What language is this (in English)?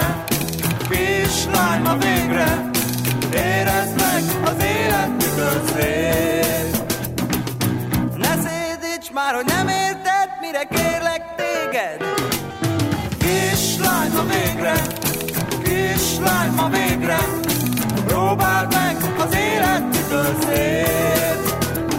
Hungarian